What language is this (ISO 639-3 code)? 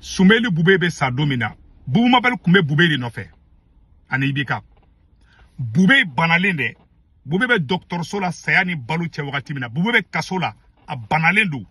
bam